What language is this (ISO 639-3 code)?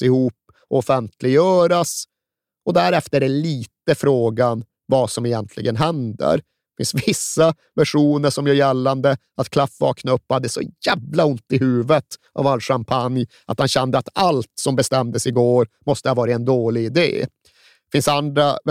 swe